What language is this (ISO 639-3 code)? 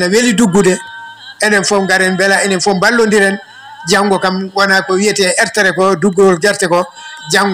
ful